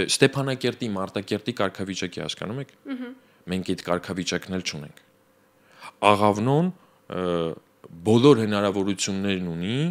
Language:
Armenian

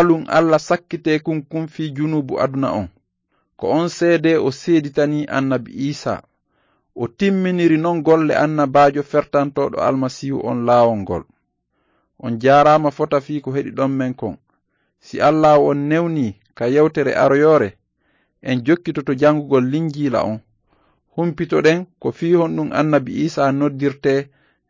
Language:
Fula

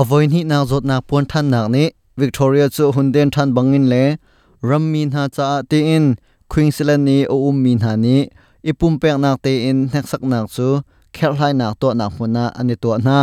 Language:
Hakha Chin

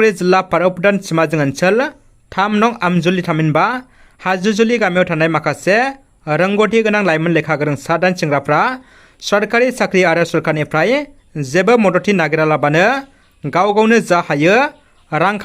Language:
Bodo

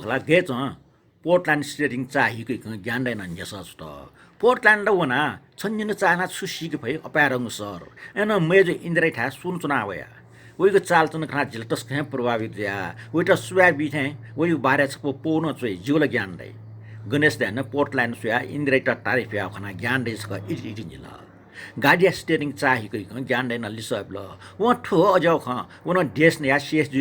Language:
Newari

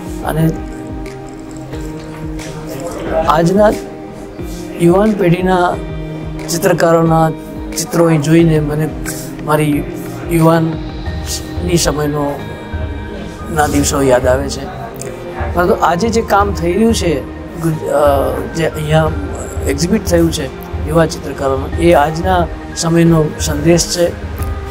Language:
Gujarati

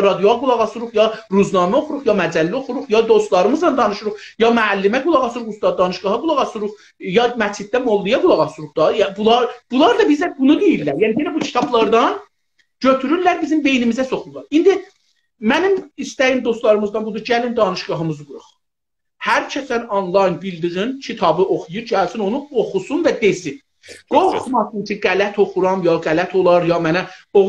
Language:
South Azerbaijani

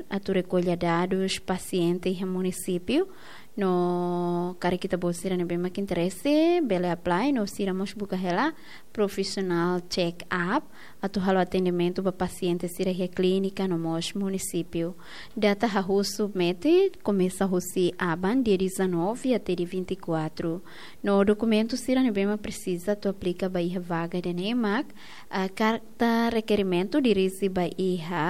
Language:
Tetum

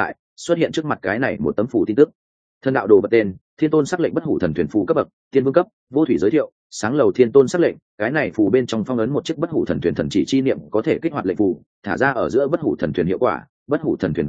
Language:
Vietnamese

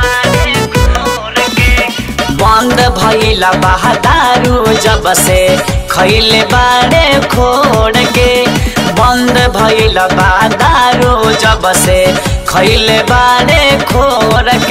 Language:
Bhojpuri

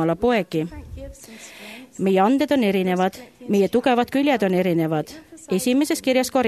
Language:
Estonian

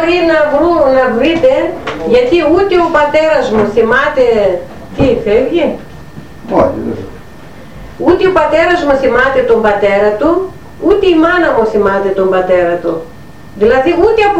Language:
Greek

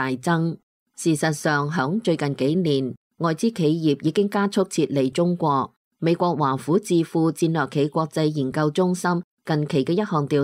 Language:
Cantonese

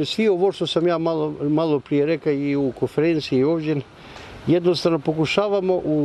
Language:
Bosnian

